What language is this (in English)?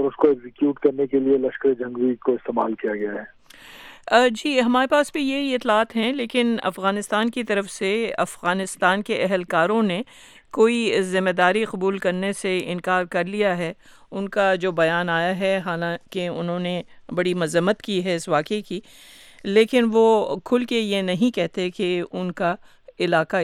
Urdu